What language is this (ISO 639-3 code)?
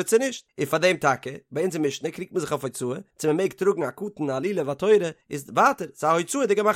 yid